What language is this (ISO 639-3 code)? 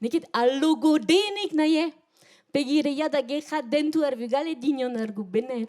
bre